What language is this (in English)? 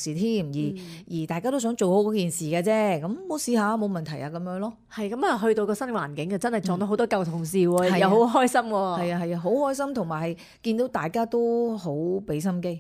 Cantonese